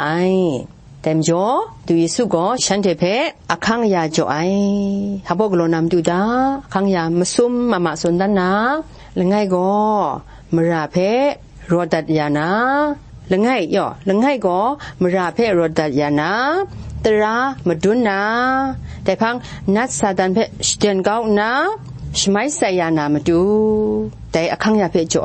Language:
Kachin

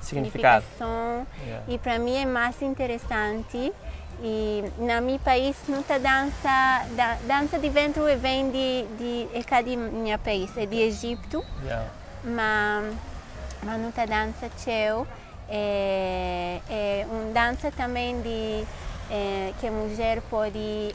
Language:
Kabuverdianu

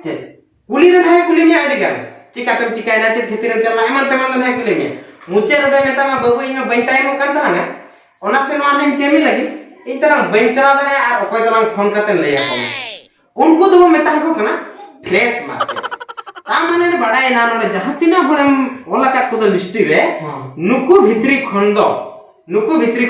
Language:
Santali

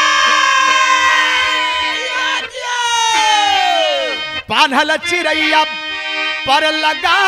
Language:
Bhojpuri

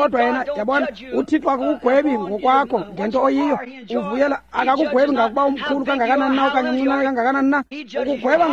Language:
Xhosa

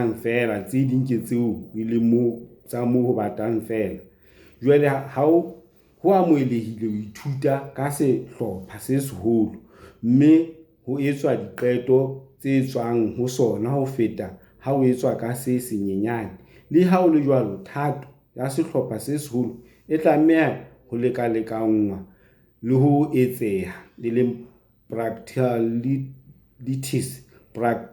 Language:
Southern Sotho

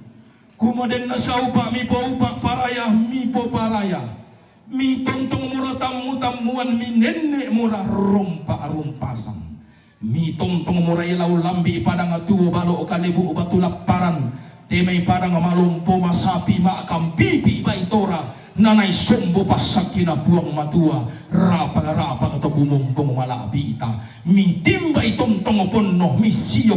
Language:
Toraja-Sa'dan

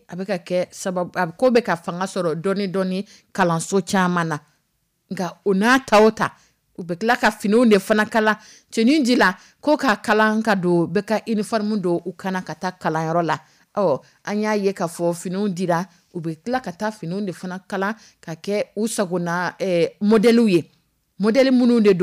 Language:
Dyula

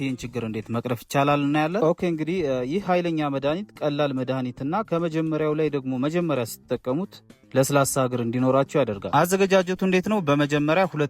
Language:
Amharic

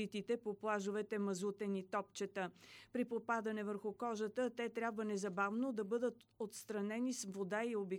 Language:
Bulgarian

